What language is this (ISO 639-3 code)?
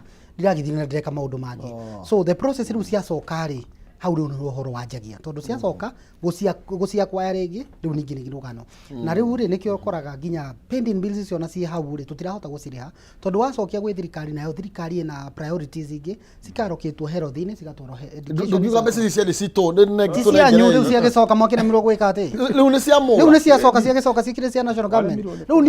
kik